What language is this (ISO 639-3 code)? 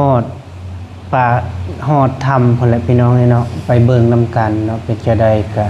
lao